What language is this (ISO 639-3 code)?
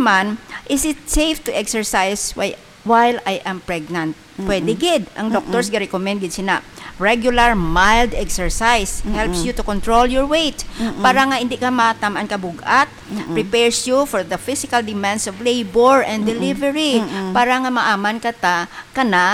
hil